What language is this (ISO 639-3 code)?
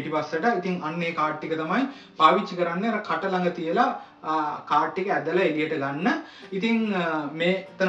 sin